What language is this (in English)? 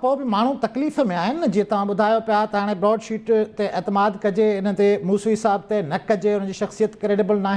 Sindhi